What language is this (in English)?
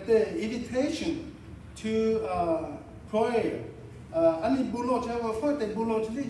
Lahu